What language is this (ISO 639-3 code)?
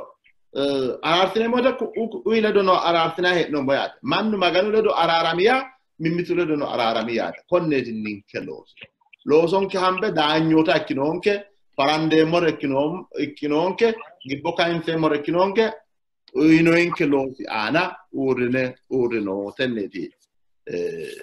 sid